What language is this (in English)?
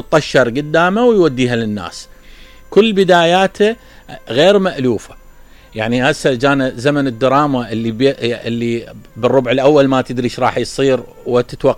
Mesopotamian Arabic